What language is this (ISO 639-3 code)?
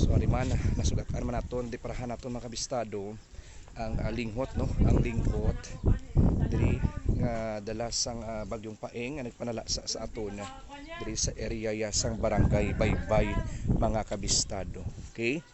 hil